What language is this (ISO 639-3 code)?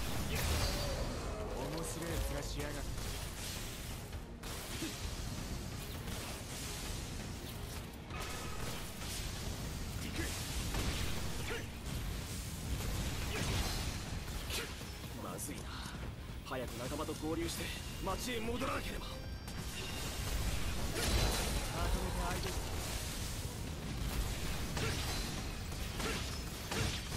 jpn